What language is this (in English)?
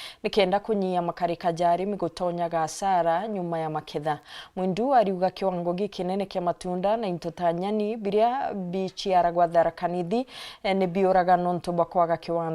Meru